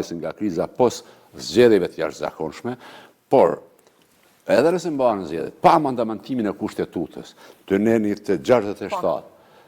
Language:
Albanian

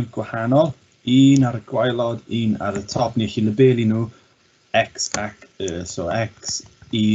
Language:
Welsh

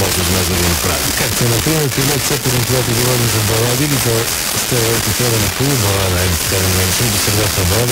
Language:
Bulgarian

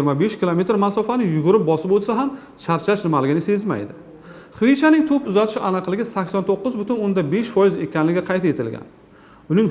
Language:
Uzbek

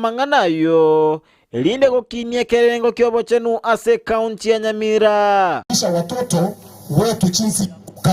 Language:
Gusii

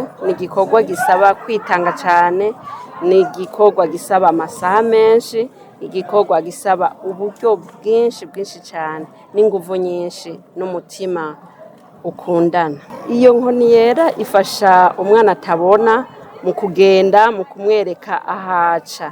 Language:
Rundi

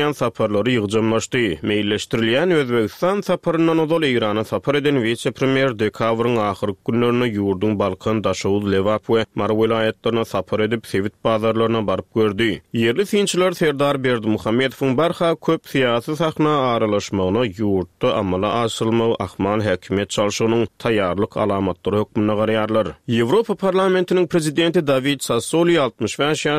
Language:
Turkmen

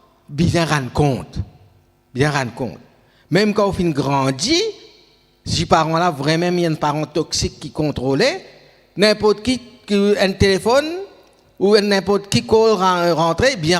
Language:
Morisyen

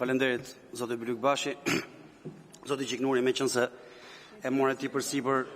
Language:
Albanian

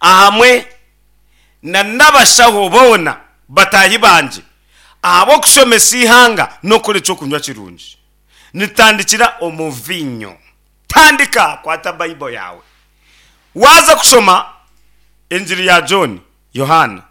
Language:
Nyankole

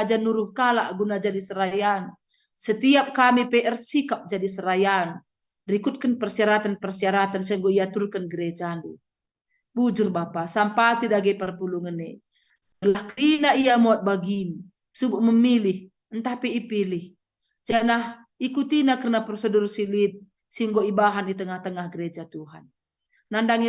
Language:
Batak Karo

